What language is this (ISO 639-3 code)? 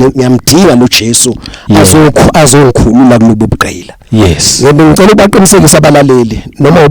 zul